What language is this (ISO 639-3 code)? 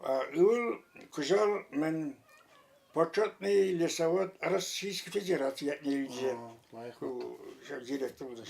chv